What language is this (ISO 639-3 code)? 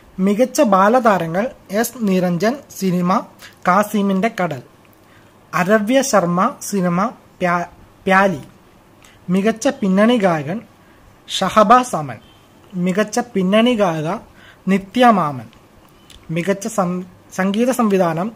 mal